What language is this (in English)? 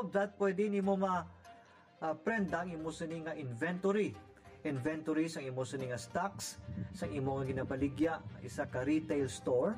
Hiligaynon